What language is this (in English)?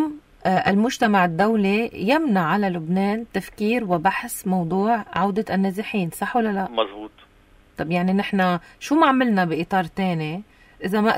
North Levantine Arabic